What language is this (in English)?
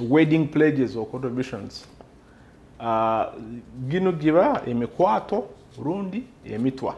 Nyoro